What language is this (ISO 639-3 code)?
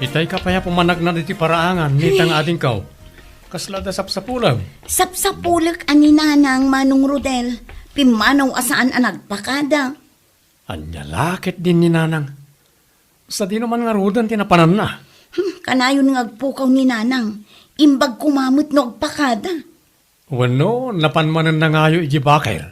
ilo